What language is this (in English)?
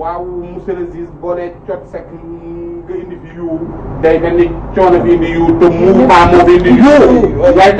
Wolof